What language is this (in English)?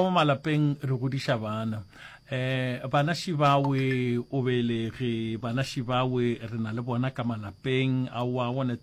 Northern Sotho